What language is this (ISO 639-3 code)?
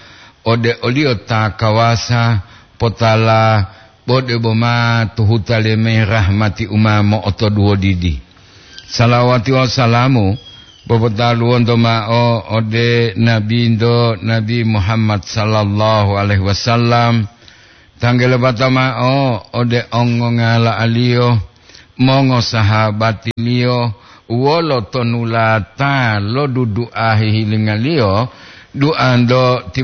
gor